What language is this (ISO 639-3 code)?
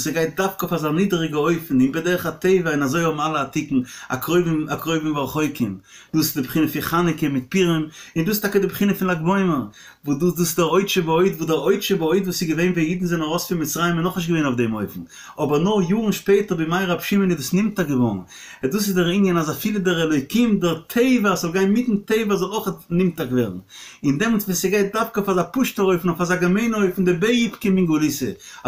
yid